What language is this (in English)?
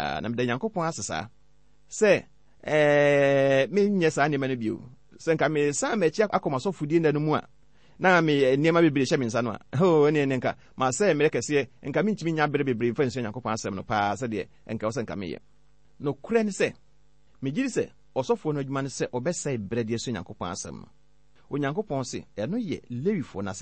Akan